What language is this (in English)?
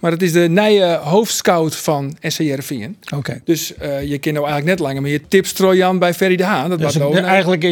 Western Frisian